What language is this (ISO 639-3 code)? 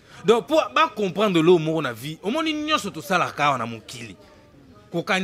lin